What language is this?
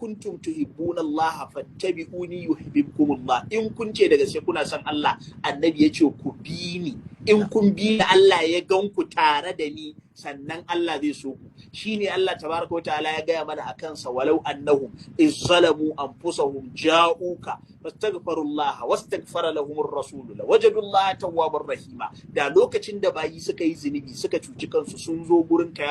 Hausa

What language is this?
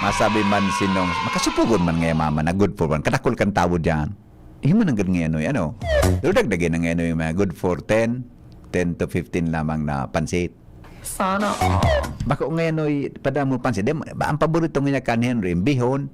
Bikol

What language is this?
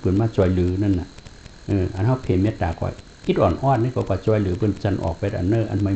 Shan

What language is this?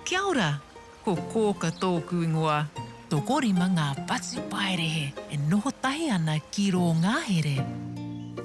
Māori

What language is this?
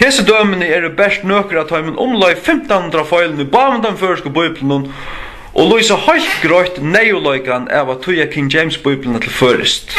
Faroese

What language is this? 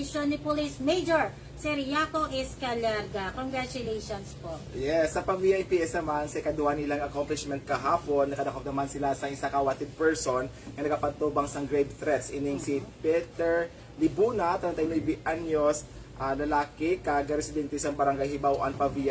Hiligaynon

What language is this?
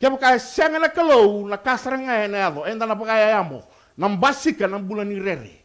Fijian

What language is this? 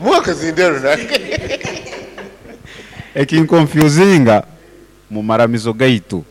Nyoro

